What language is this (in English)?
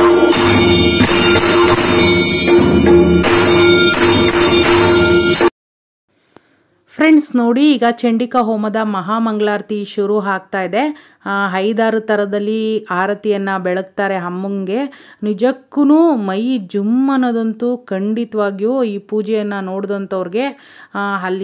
Kannada